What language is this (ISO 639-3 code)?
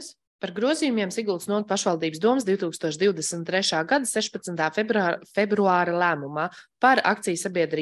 lav